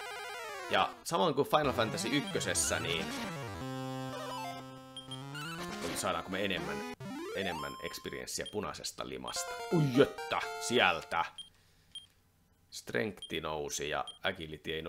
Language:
Finnish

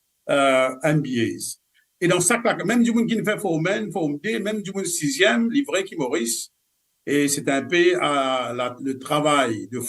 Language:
Morisyen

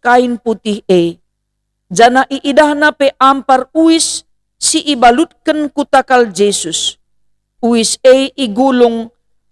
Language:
Batak Karo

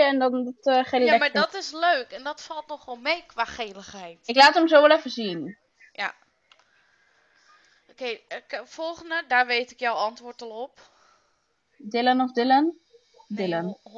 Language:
Dutch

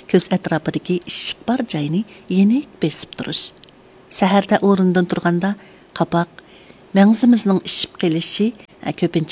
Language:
Uyghur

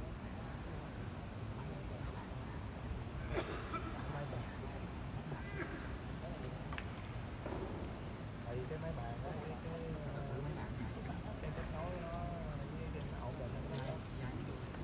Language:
Vietnamese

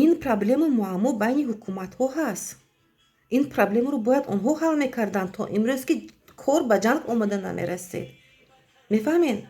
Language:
Tajik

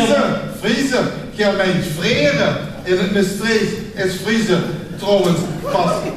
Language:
Limburgish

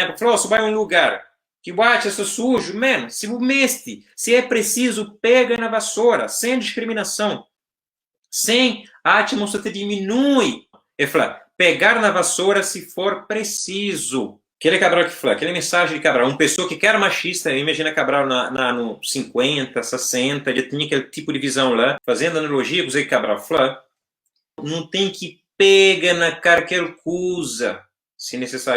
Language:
Kabuverdianu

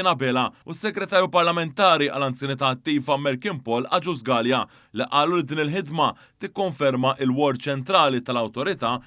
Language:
Maltese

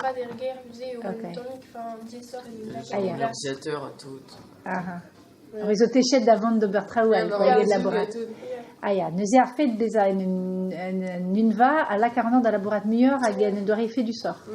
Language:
Breton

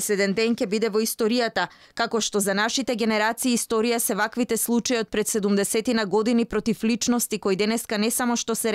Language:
Macedonian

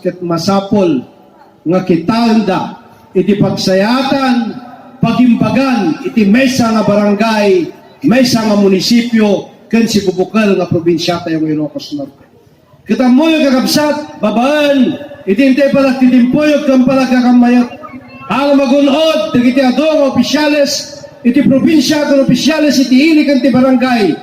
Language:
Iloko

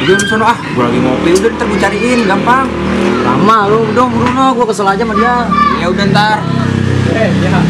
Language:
Betawi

